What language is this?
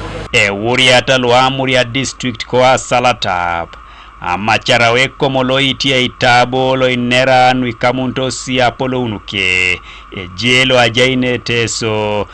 Teso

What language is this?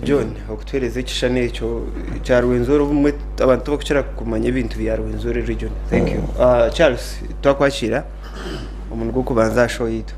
Nyankole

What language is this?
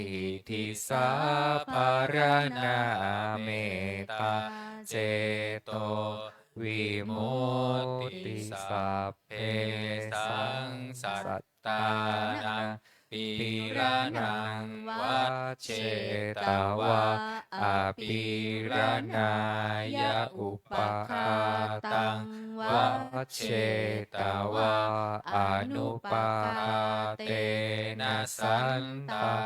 Pali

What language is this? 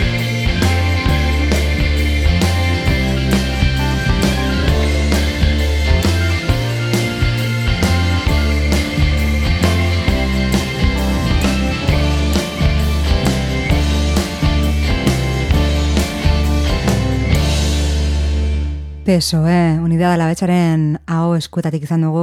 Basque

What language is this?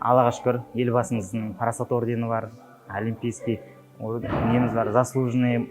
Kazakh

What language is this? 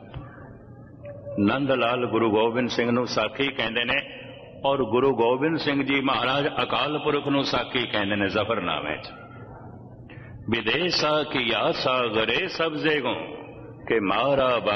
Punjabi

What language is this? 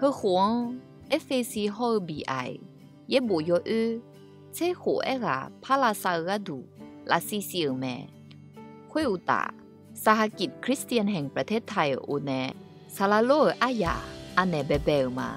Akha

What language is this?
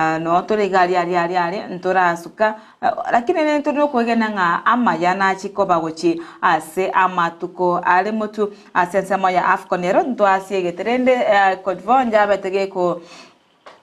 Gusii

